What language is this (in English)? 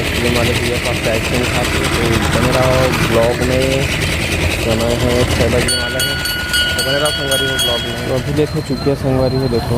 Chhattisgarhi